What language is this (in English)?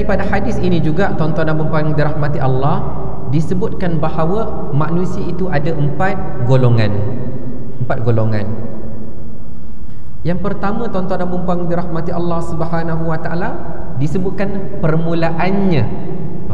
Malay